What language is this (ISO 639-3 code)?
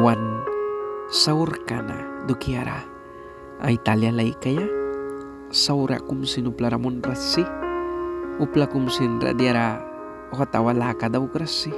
miq